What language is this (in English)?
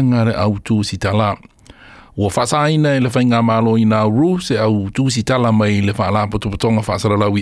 Samoan